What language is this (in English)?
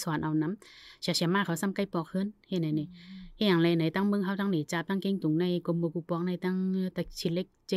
Shan